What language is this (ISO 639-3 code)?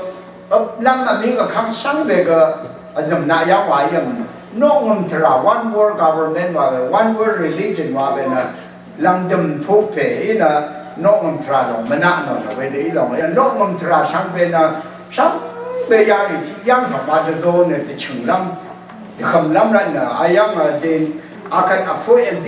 raw